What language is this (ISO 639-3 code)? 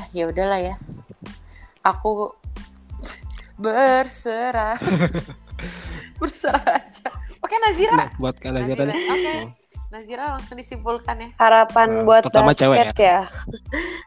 ind